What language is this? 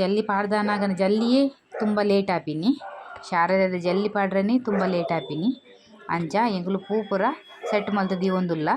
Tulu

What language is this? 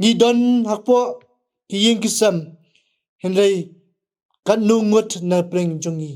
Khasi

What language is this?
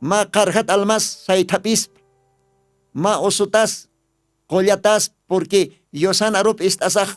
Aymara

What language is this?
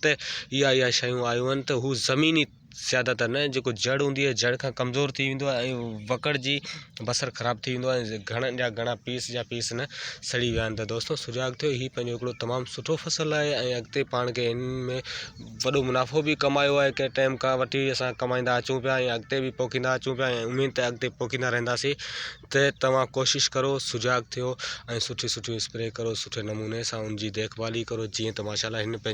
Sindhi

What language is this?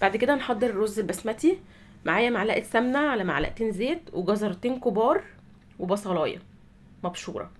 Egyptian Arabic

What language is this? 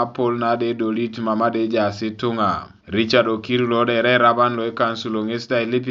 Teso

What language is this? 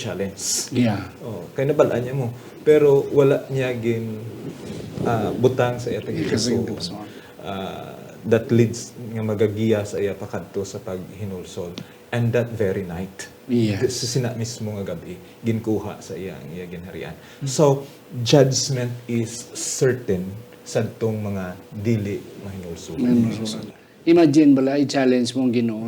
Hiligaynon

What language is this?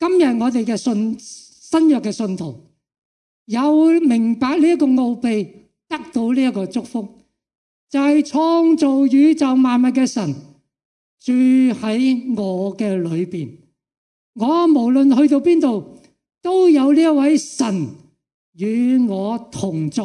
Cantonese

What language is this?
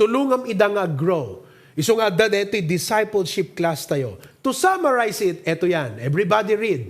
Iloko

